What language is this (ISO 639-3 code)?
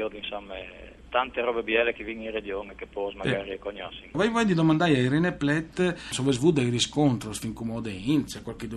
fur